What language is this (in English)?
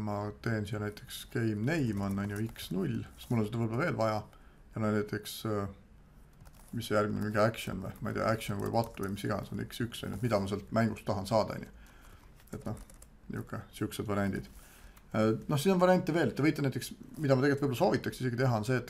Estonian